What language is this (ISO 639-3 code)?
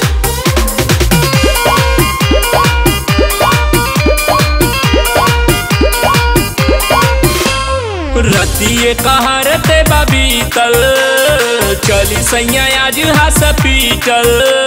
bho